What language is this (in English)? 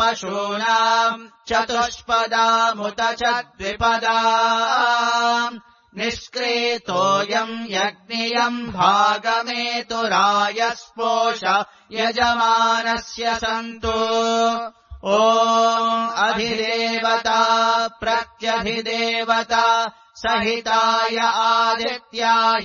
Sanskrit